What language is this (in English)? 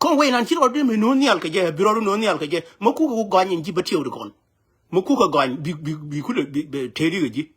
Nuer